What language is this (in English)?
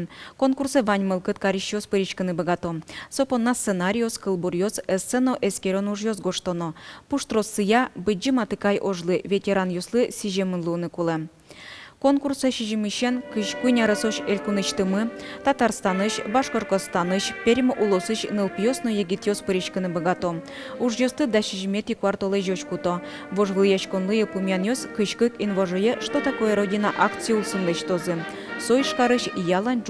Udmurt